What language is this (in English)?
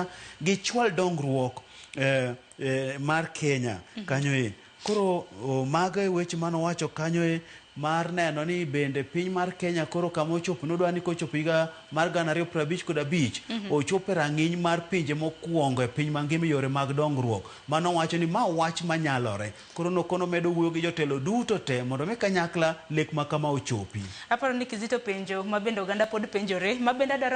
Luo (Kenya and Tanzania)